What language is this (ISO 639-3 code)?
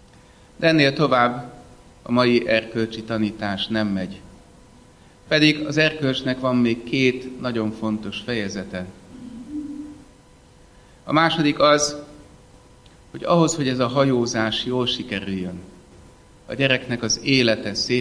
hun